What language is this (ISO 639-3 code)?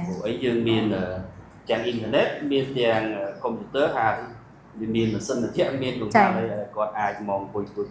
khm